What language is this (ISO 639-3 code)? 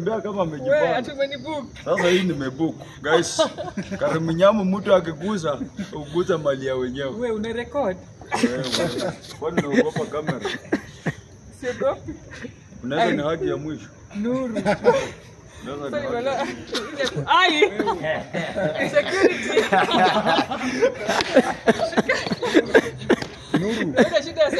swa